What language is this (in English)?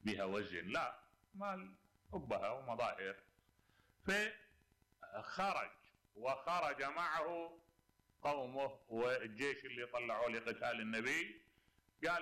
Mesopotamian Arabic